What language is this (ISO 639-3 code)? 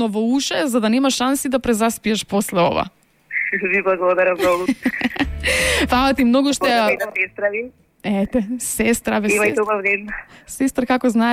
mkd